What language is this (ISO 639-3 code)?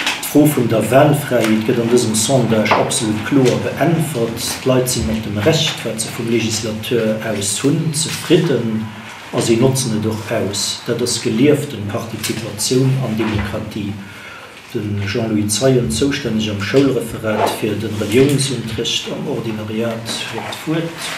ltz